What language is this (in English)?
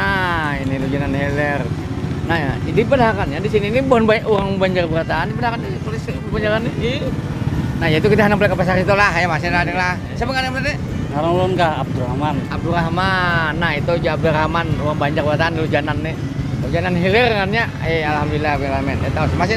Banjar